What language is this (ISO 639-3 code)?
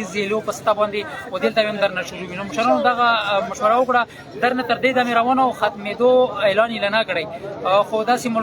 pus